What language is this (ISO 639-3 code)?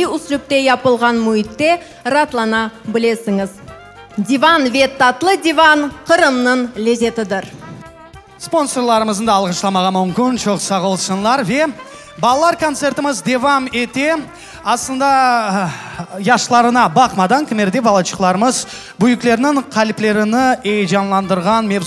crh